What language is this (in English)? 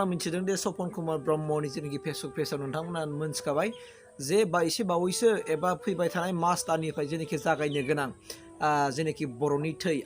Bodo